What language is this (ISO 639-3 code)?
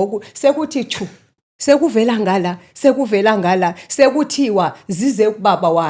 zul